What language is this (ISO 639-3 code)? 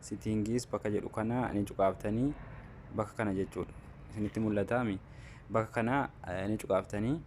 orm